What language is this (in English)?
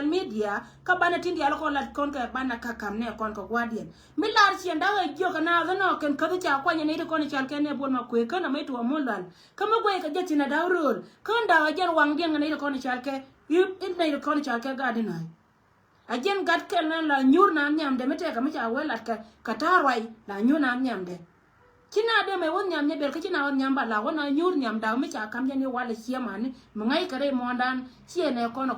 Nuer